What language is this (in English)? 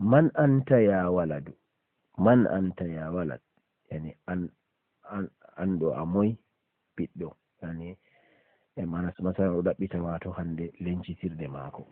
Fula